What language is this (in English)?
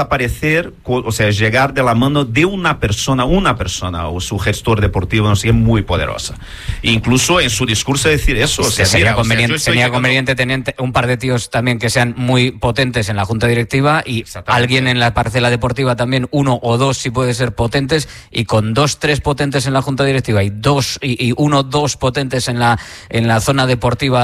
Spanish